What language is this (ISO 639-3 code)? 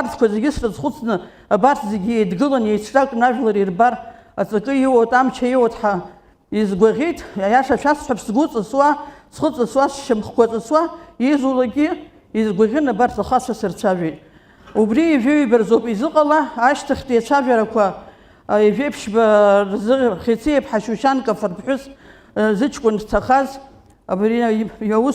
abk